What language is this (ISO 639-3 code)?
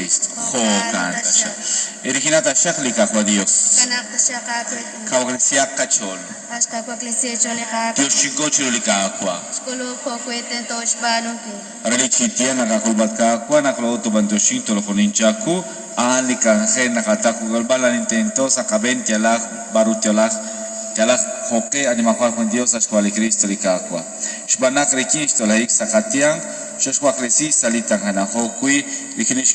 kek